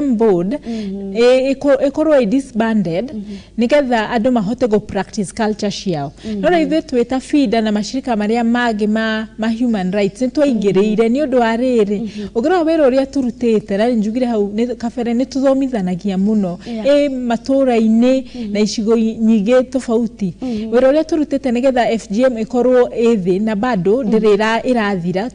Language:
Kikuyu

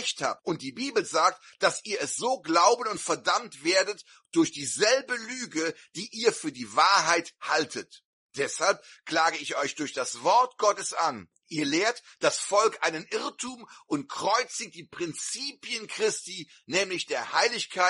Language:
German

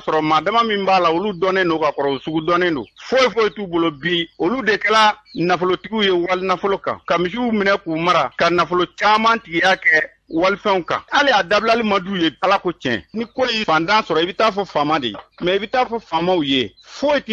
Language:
Bambara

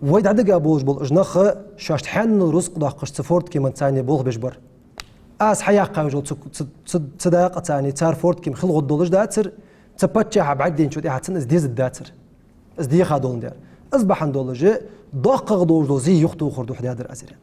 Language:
Ingush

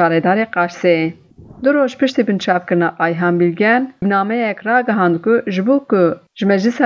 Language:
Kurdish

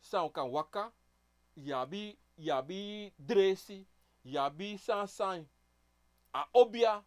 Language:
Sranan Tongo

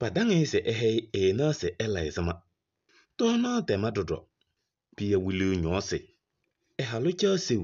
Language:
Kabiyè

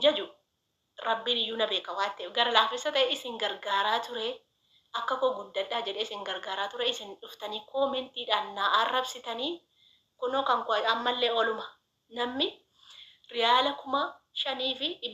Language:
Oromo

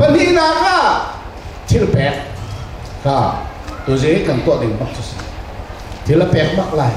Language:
Hakha Chin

